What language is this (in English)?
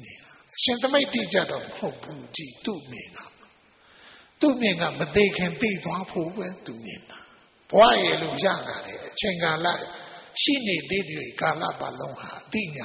Burmese